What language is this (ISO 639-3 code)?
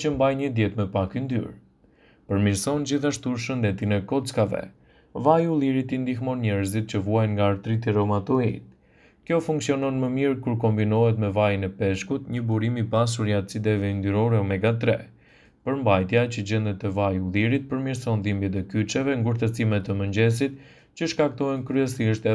sqi